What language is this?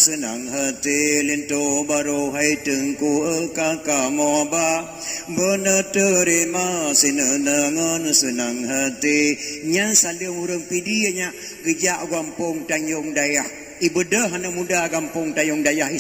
Achinese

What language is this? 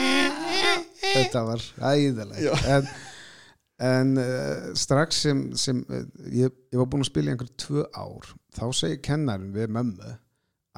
Icelandic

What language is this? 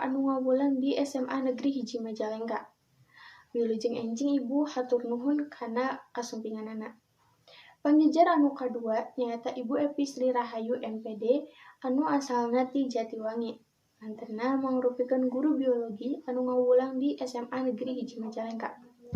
Sundanese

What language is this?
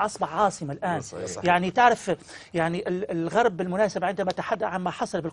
Egyptian Arabic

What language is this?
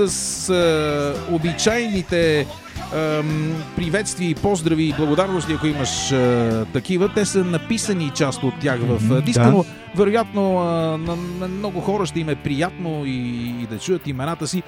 Bulgarian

